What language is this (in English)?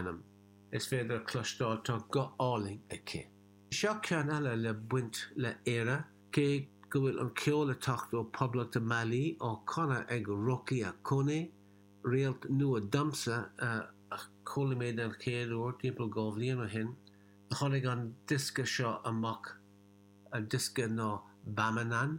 Irish